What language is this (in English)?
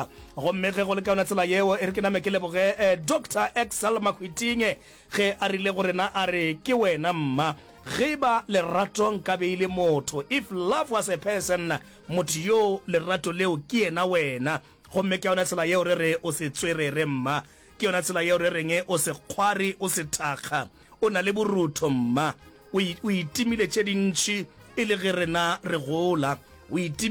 Northern Sotho